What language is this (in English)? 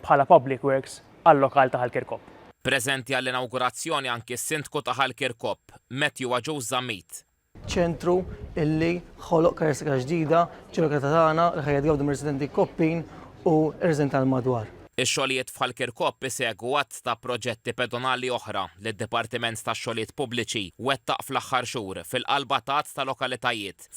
Maltese